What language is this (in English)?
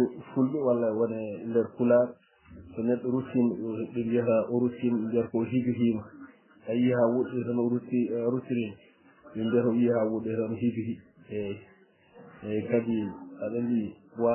Fula